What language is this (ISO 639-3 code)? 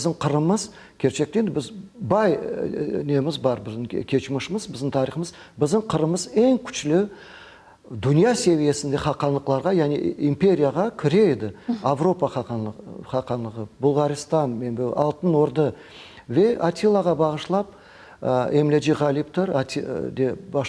crh